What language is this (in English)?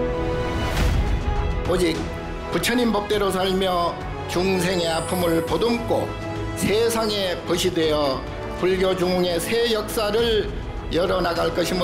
Korean